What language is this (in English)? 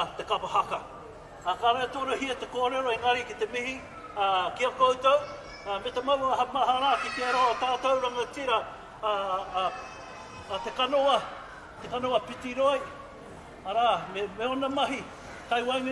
Māori